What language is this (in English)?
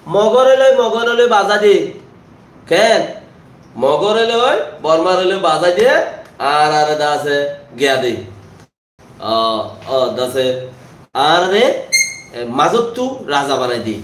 Rohingya